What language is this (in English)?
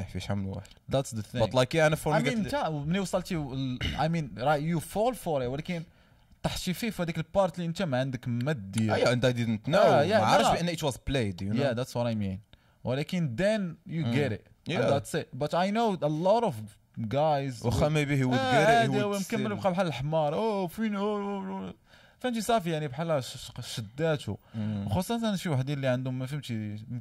Moroccan Arabic